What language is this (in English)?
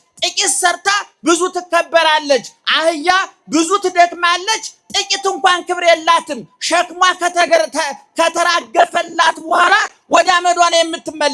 Amharic